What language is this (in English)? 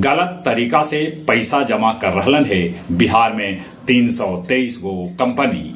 Magahi